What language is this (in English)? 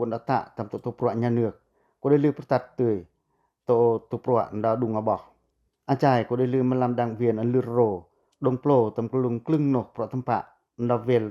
Pacoh